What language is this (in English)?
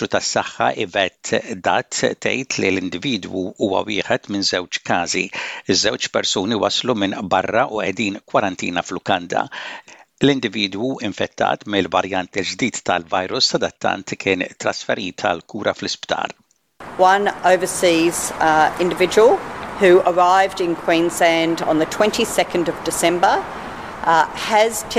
Maltese